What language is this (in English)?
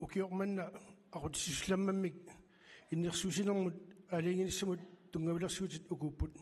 Kalaallisut